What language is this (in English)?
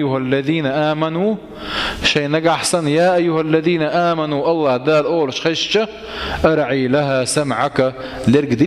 Chechen